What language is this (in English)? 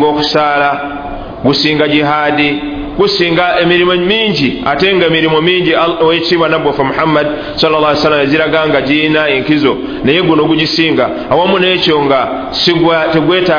Ganda